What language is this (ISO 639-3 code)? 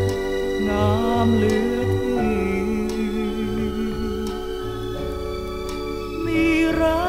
tha